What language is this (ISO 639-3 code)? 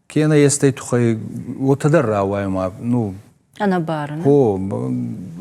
oss